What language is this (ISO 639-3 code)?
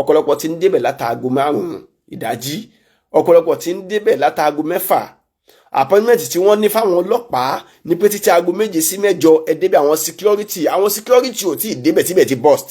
yor